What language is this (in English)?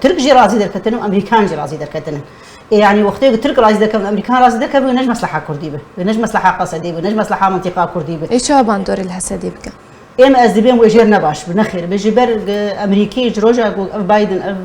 Kurdish